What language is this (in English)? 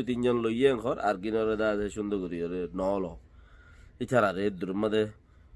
Rohingya